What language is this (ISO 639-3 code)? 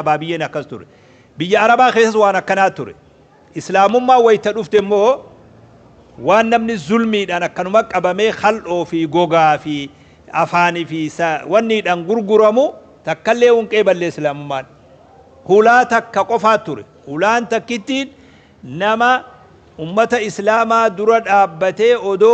orm